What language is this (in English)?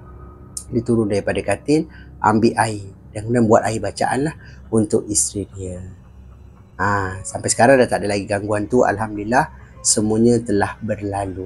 Malay